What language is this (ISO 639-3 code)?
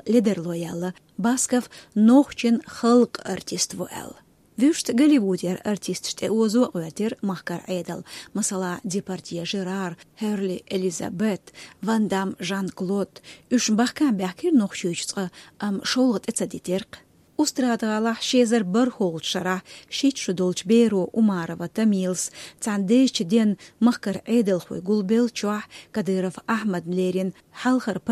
che